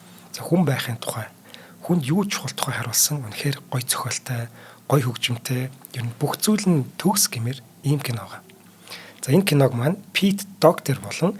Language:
Mongolian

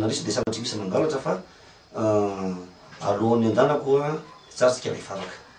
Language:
Malagasy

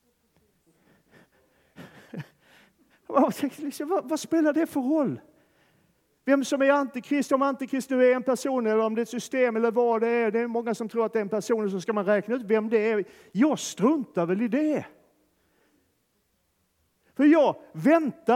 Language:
Swedish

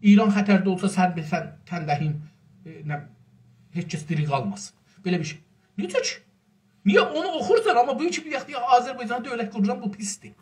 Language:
South Azerbaijani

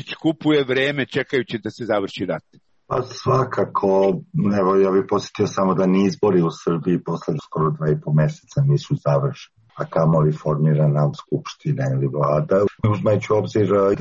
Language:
Serbian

